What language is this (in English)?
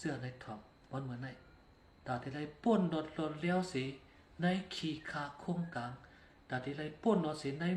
Shan